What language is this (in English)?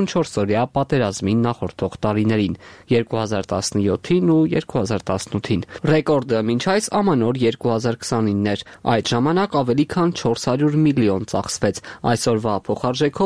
Armenian